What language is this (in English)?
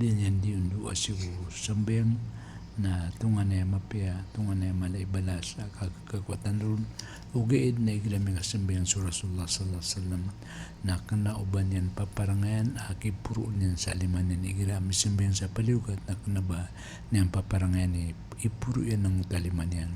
Maranao